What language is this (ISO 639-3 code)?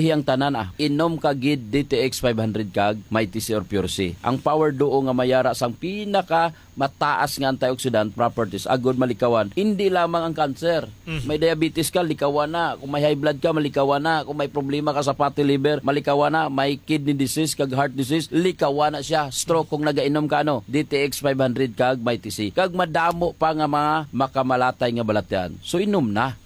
hil